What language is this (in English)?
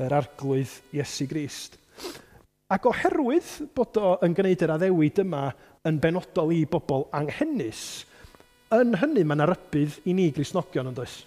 Welsh